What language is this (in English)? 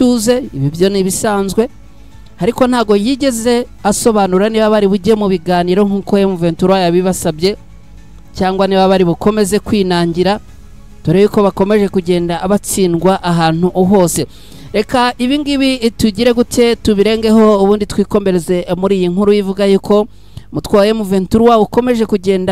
Kinyarwanda